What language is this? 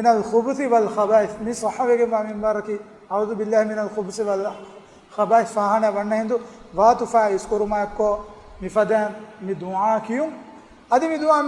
Divehi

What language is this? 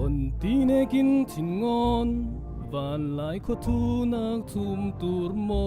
Falam Chin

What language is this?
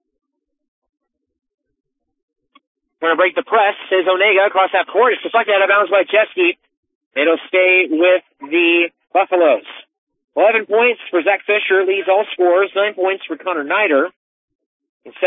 English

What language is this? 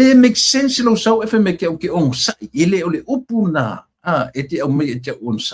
Samoan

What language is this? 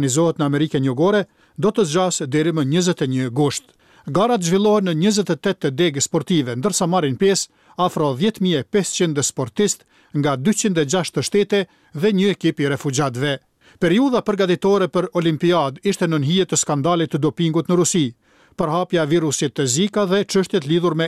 Albanian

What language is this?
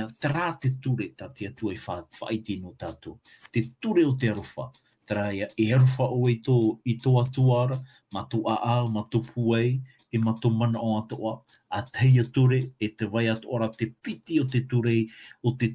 Tahitian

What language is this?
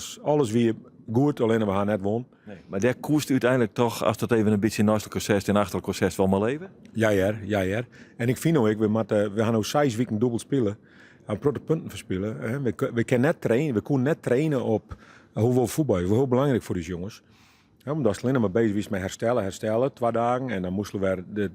Western Frisian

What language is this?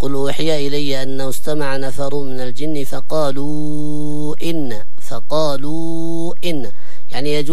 Arabic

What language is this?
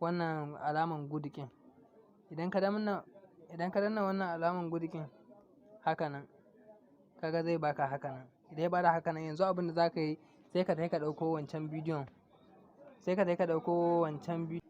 Hausa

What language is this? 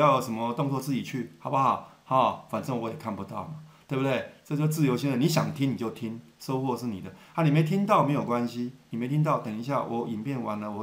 Chinese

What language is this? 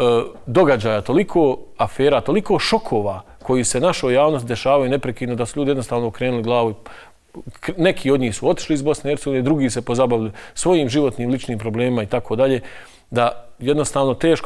Bosnian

